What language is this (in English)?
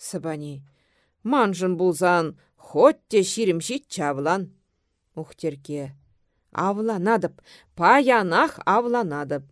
Chuvash